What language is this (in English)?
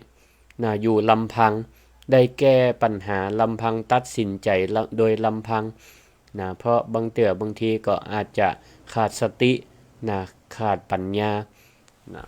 Northern Thai